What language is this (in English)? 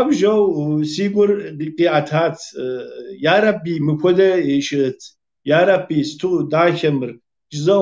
Kabardian